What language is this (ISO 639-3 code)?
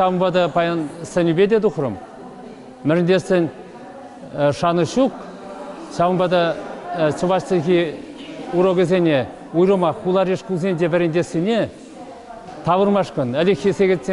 chv